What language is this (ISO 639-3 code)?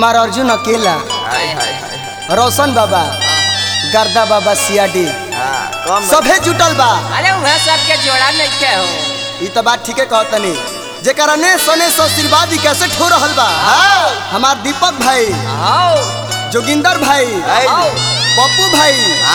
bho